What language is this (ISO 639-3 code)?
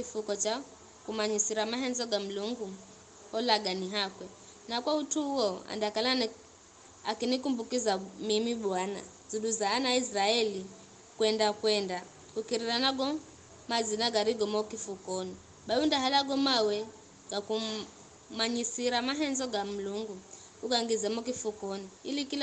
nyf